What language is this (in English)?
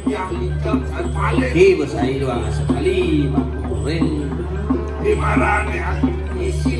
Balinese